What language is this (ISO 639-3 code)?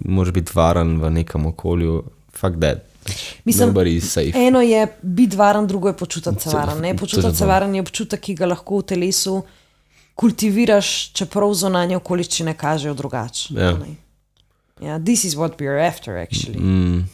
slv